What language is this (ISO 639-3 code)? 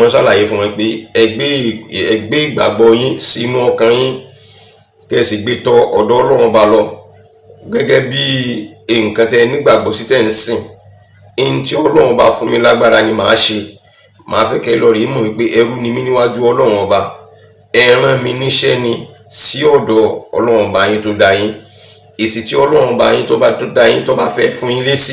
yor